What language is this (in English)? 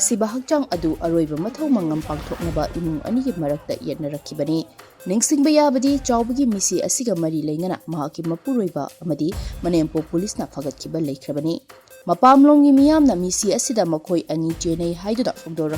Manipuri